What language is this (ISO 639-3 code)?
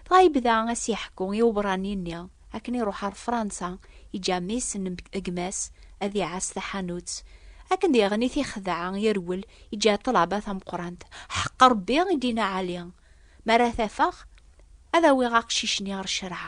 kab